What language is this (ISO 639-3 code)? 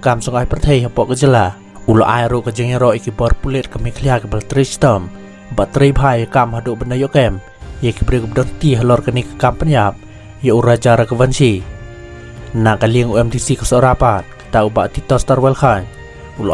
kha